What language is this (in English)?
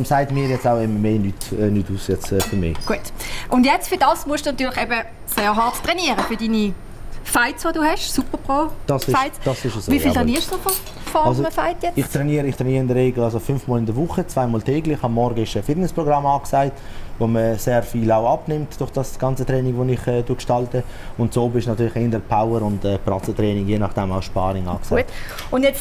Swiss German